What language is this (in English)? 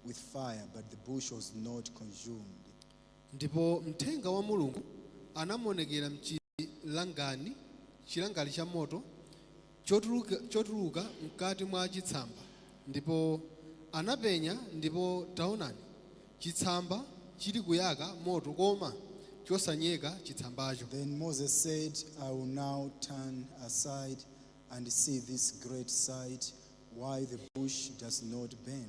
Nyanja